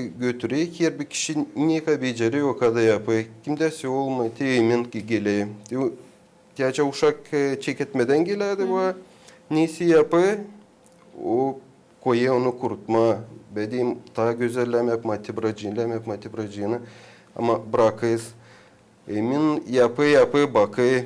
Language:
Gagauz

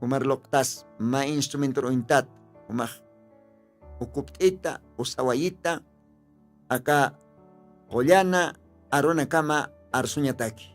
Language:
Aymara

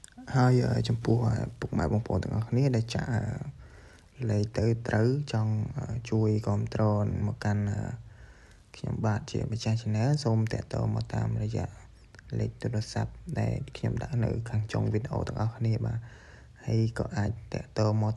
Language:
Khmer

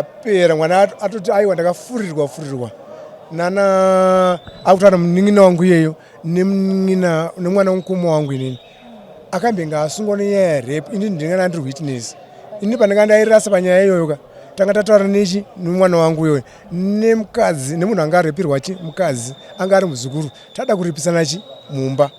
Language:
Shona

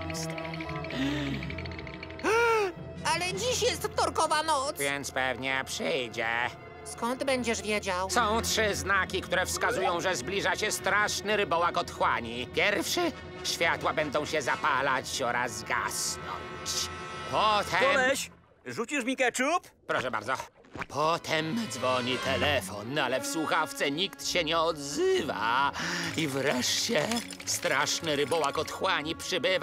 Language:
Polish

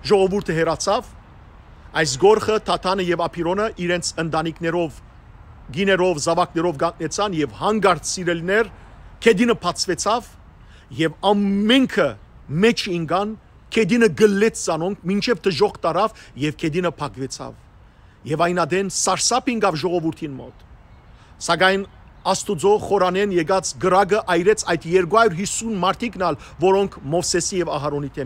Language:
Western Armenian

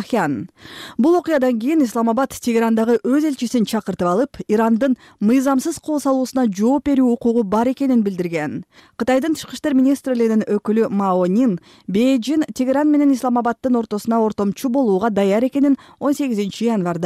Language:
Kyrgyz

